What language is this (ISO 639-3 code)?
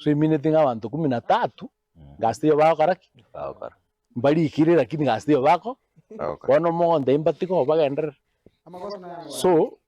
guz